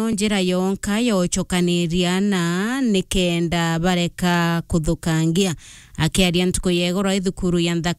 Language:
Meru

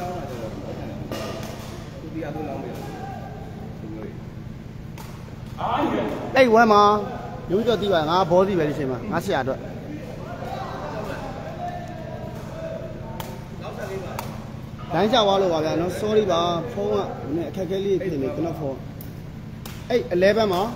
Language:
Burmese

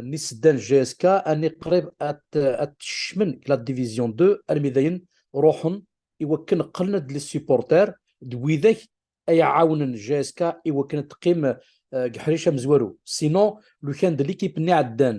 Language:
Kabyle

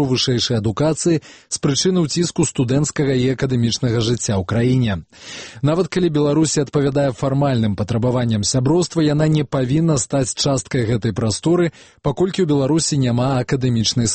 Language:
Belarusian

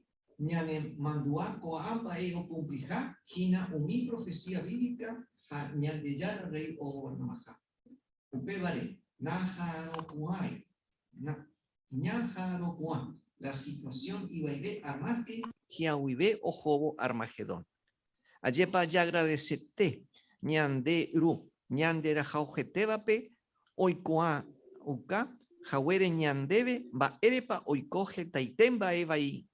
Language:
Guarani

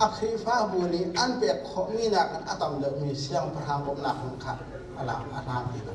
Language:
Hakha Chin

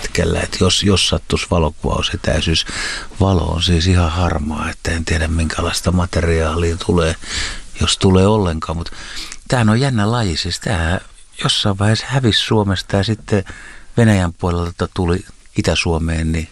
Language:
Finnish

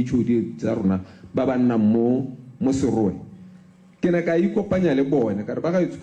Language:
Tswana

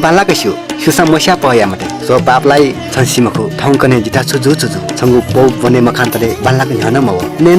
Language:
Newari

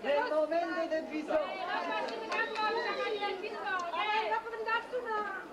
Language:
Neapolitan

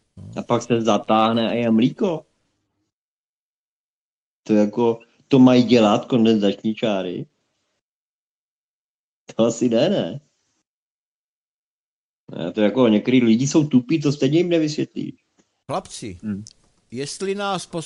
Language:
Czech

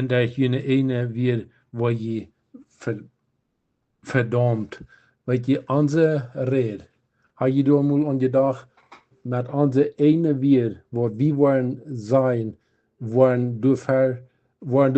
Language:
Plautdietsch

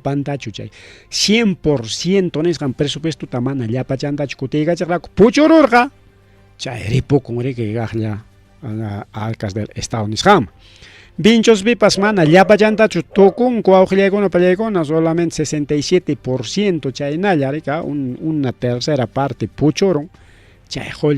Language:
Ayacucho Quechua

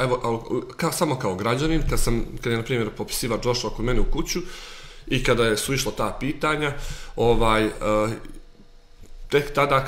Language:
Serbian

